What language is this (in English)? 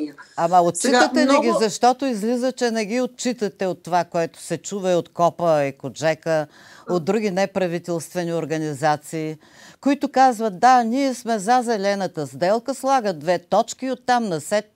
Bulgarian